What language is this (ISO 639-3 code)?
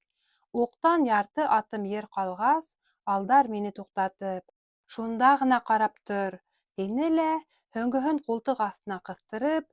bak